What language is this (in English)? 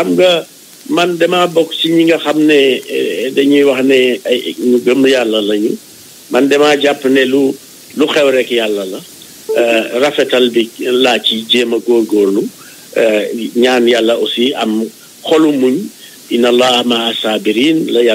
Wolof